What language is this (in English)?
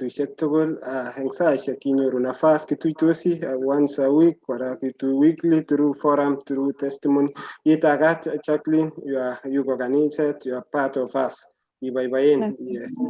Kalenjin